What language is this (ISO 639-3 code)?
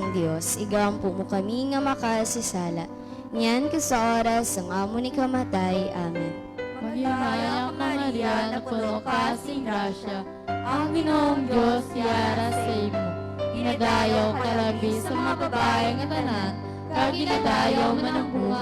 hil